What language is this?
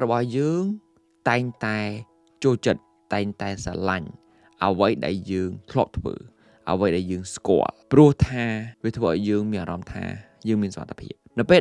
Khmer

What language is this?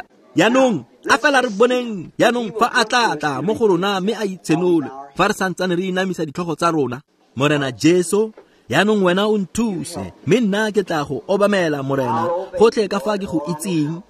Tswana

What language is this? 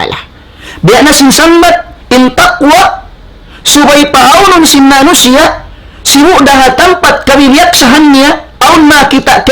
Tausug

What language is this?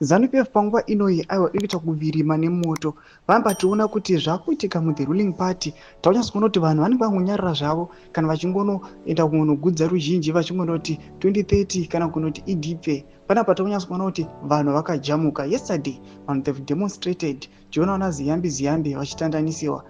Shona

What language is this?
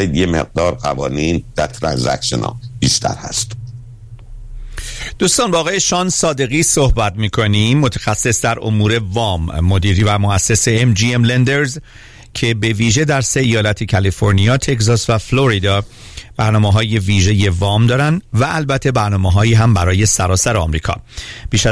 Persian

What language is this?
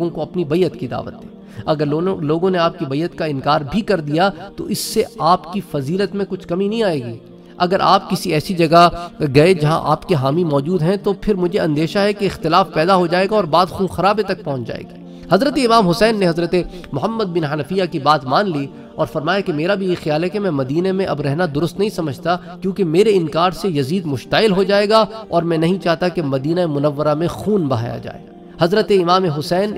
Urdu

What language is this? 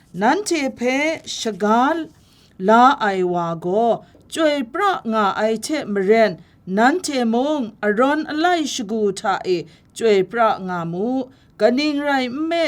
Kachin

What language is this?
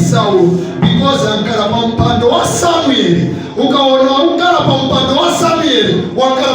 Nyanja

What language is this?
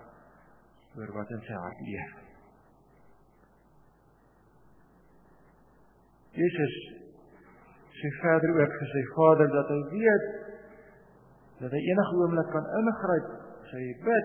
Afrikaans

